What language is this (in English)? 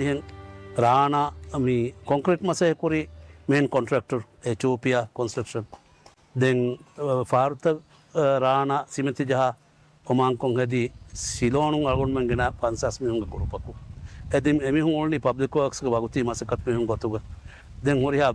Divehi